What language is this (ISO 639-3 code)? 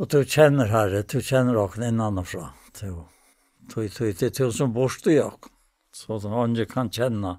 fao